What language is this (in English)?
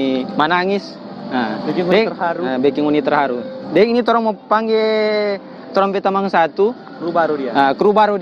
Manado Malay